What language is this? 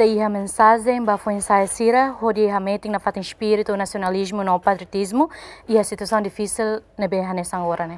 Tetum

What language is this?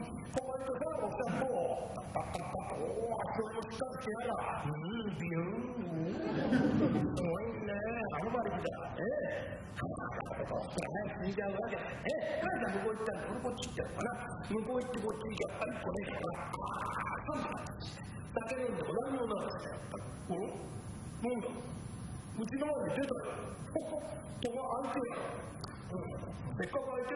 Japanese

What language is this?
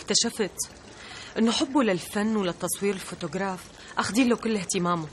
North Levantine Arabic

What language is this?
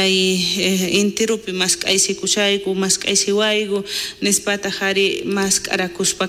South Bolivian Quechua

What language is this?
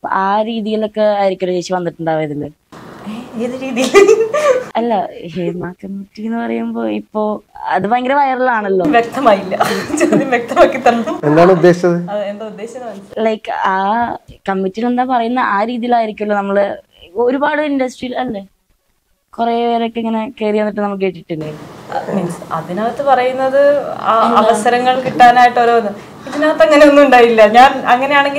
Malayalam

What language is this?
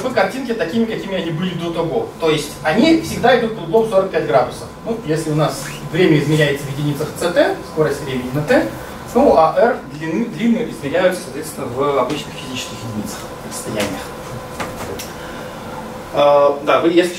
Russian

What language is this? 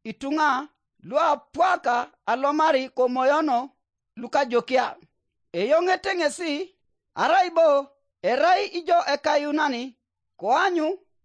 Teso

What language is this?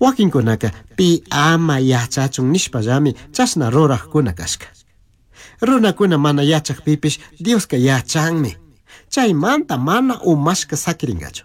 Chimborazo Highland Quichua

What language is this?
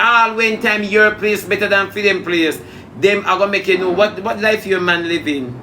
Jamaican Creole English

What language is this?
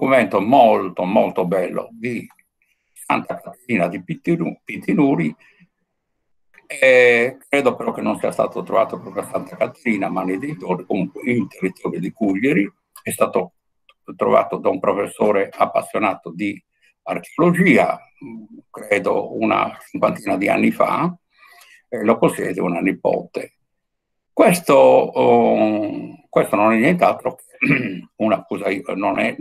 Italian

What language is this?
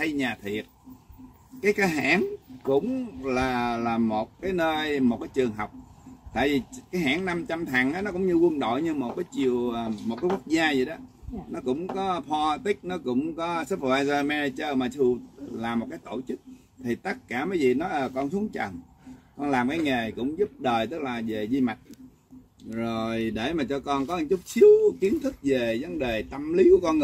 Vietnamese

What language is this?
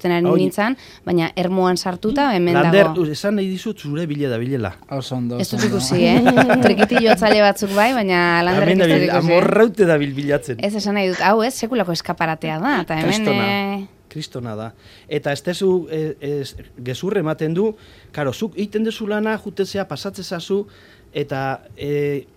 Basque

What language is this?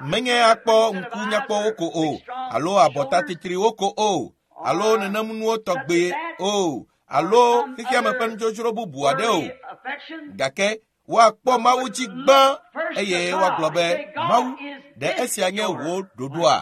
Ewe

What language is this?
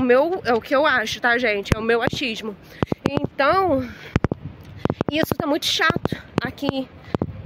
Portuguese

